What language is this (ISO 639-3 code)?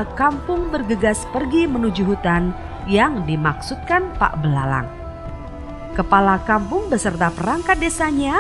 ind